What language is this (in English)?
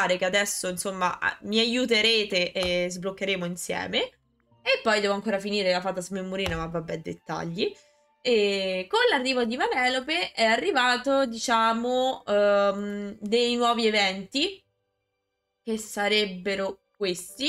Italian